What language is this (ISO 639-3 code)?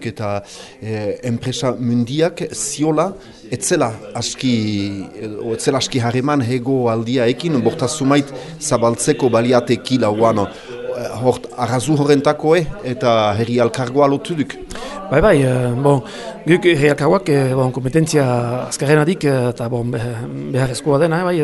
eus